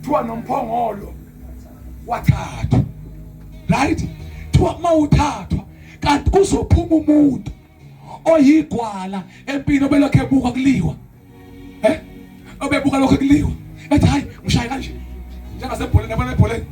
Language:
Zulu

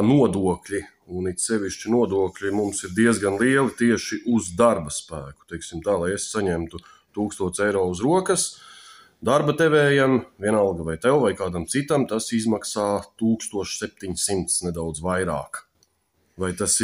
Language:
Latvian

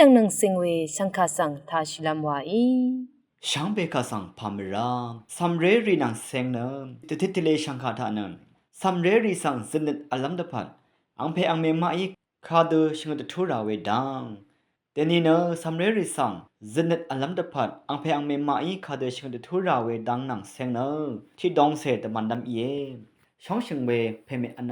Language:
Rawang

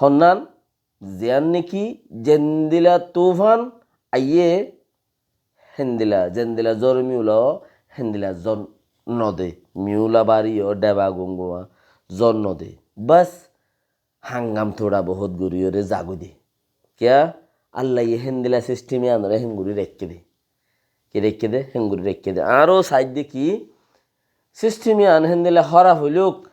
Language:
Rohingya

